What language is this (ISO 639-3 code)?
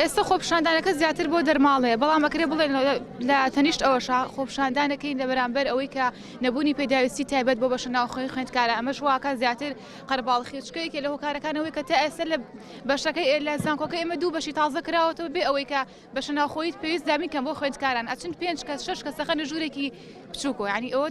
ckb